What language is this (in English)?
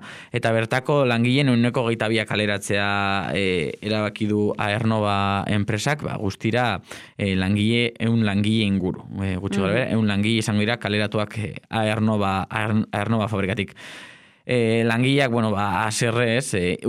Basque